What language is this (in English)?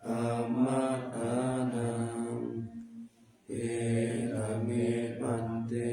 Pali